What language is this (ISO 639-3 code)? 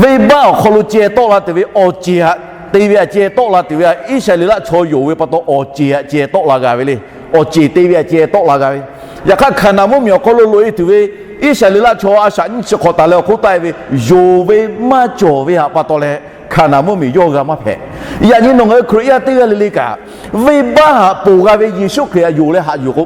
lhu